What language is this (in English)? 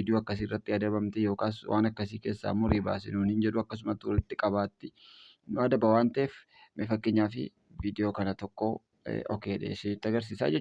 Oromo